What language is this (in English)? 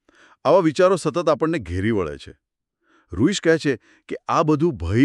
Gujarati